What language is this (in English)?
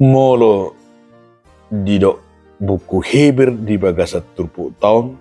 Batak Toba